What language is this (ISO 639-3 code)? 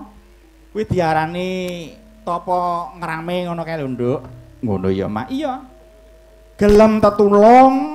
jav